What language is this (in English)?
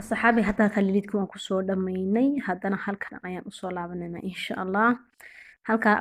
Somali